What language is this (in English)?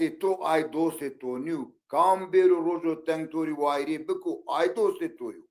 Zaza